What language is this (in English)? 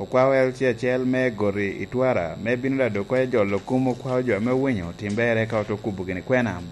Lango (Uganda)